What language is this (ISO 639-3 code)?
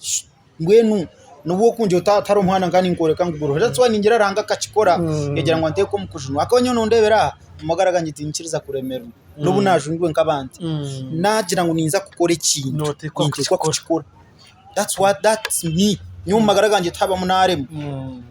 nyn